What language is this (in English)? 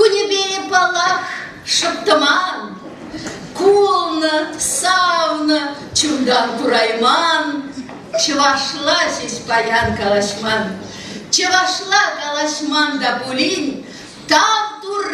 Chuvash